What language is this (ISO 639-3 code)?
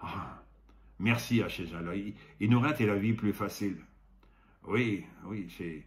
pcd